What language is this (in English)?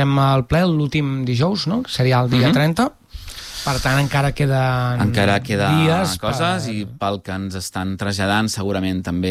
Catalan